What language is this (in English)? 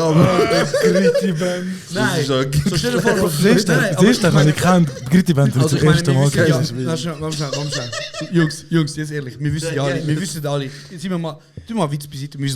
Swiss German